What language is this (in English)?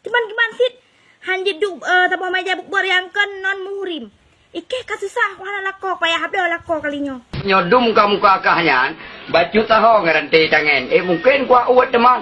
Achinese